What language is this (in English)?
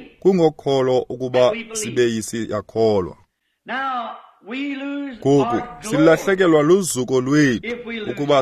Xhosa